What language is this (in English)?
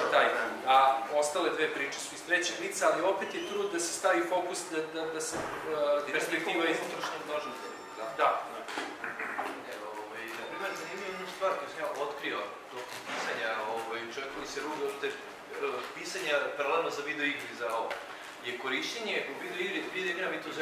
Serbian